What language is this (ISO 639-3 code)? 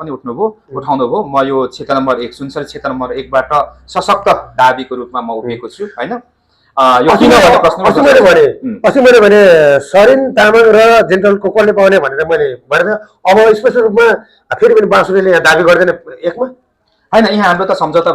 nep